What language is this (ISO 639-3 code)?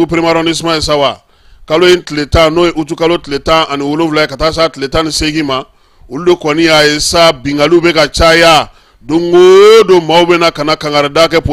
bam